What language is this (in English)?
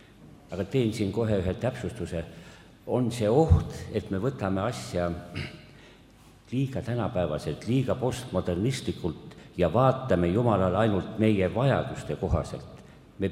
Estonian